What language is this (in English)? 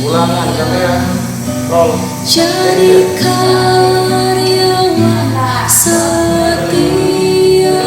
Manado Malay